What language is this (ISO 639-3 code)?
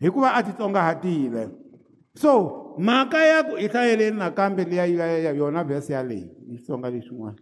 tso